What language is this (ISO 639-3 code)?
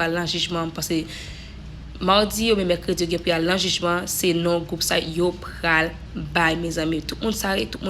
hat